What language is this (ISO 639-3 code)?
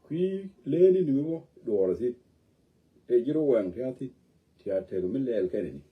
nus